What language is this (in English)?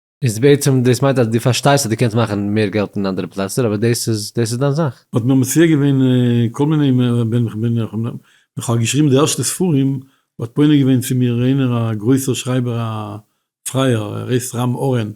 Yiddish